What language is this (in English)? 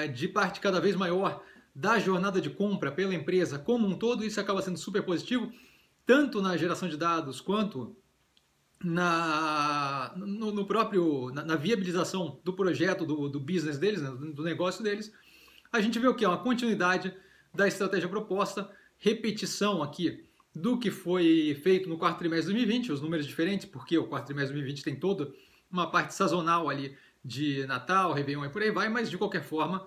Portuguese